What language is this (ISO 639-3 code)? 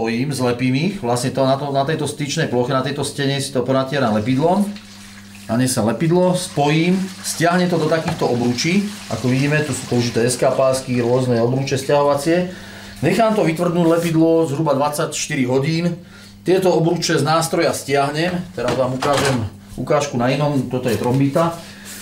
slk